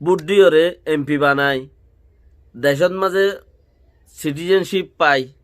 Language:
Rohingya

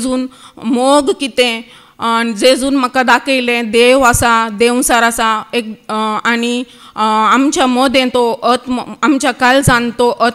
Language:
Konkani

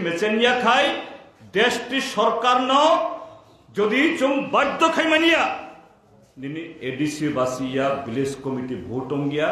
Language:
Kok Borok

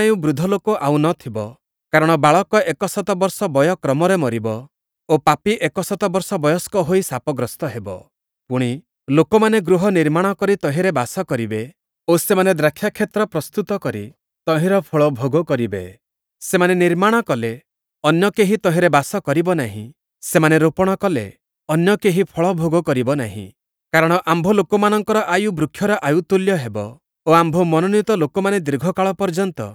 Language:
Odia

